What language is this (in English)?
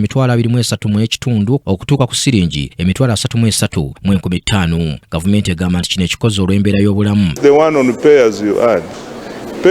Ganda